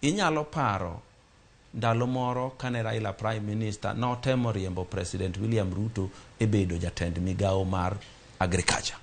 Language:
Luo (Kenya and Tanzania)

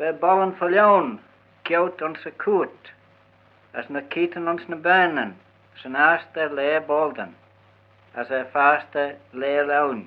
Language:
Manx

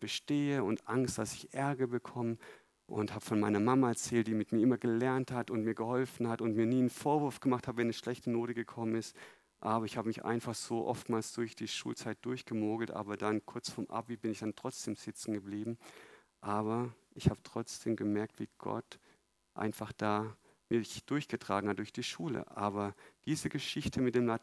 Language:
German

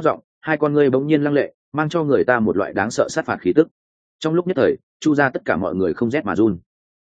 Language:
Vietnamese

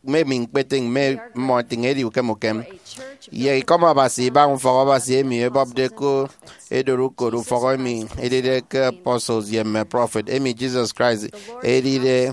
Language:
Efik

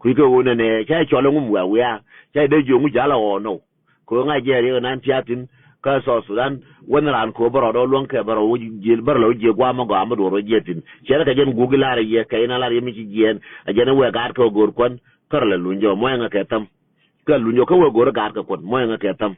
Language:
Nuer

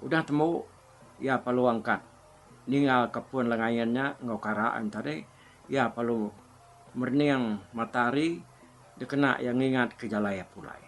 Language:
Iban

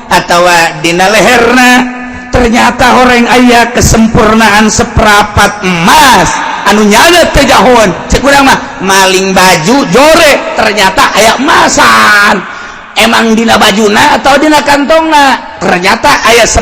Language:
Sundanese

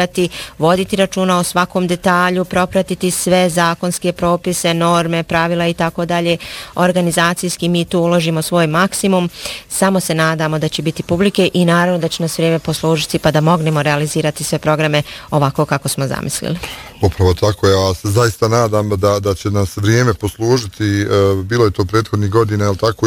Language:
Bosnian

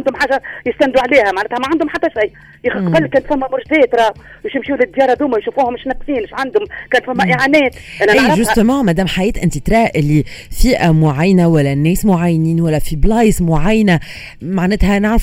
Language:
Tunisian Arabic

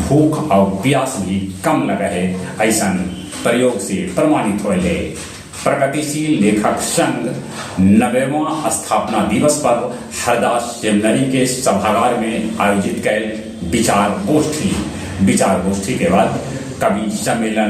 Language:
Magahi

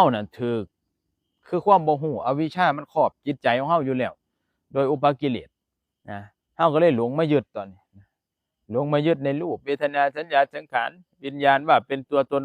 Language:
Northeastern Thai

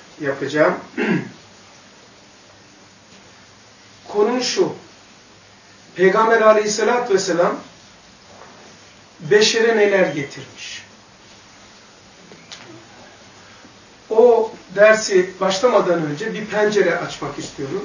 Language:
Turkish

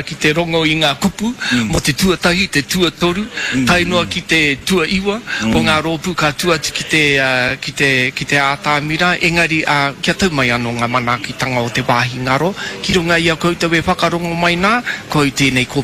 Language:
Māori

